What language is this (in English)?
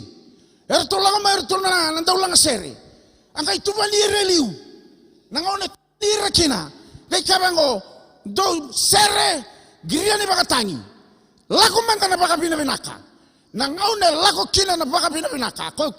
Fijian